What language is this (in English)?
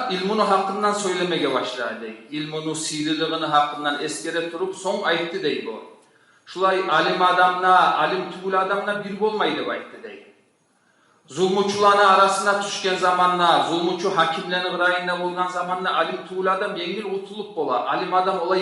Kumyk